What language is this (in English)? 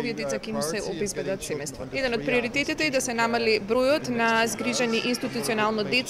Macedonian